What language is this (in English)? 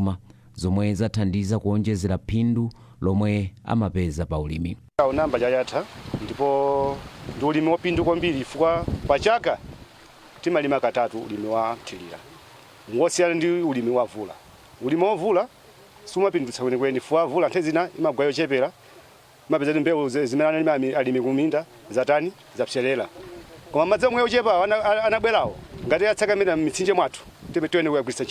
Nyanja